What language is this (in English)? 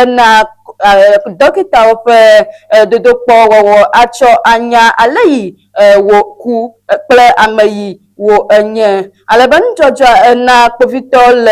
Ewe